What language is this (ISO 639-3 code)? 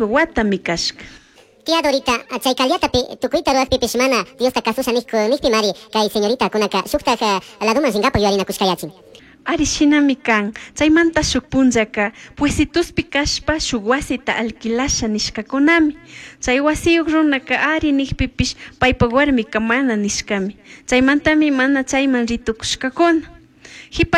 qug